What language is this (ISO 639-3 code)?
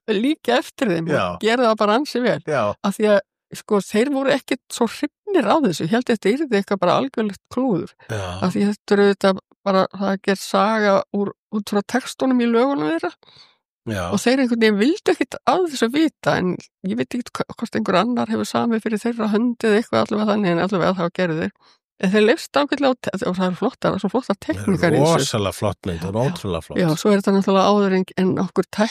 isl